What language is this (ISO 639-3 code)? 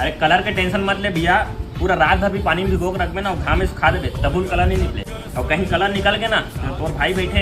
hne